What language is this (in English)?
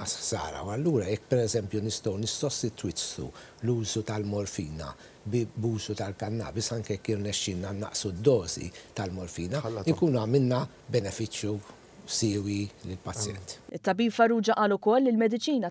Maltese